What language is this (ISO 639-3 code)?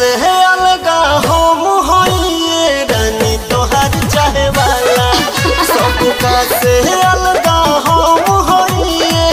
bho